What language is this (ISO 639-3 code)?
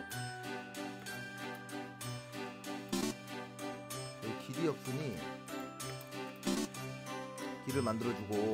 kor